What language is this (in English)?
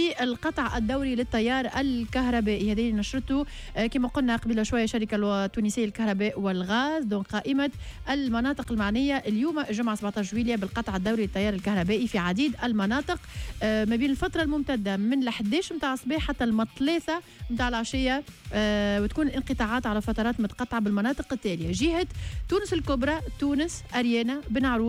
Tunisian Arabic